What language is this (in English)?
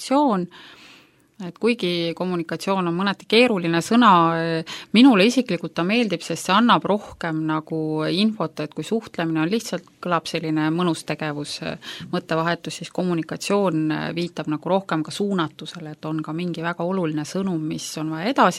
Estonian